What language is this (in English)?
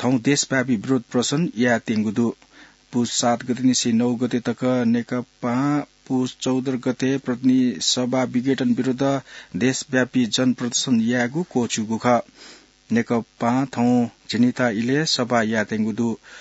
Newari